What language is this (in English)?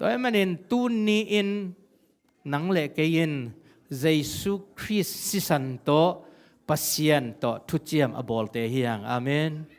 Tedim Chin